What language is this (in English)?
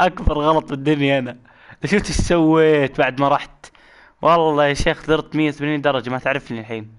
Najdi Arabic